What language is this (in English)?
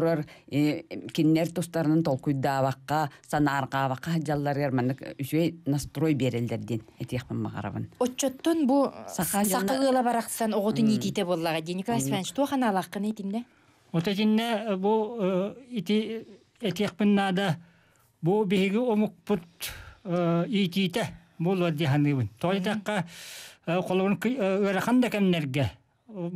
Yakut